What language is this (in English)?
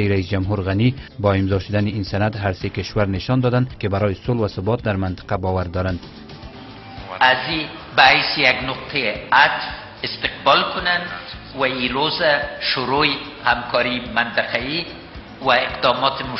Persian